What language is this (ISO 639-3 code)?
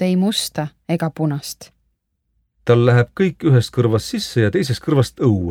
est